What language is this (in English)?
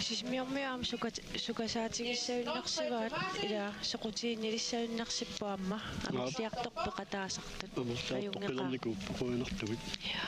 Kalaallisut